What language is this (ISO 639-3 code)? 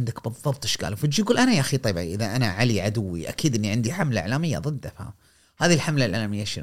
afb